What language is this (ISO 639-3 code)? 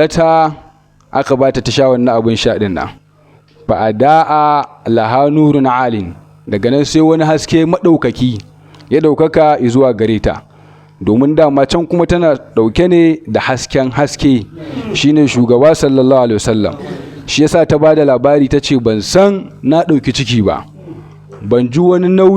hau